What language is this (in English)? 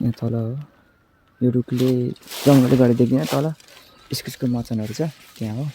Nepali